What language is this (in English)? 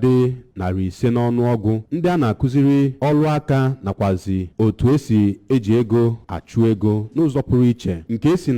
Igbo